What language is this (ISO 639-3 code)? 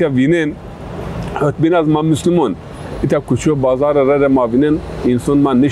zza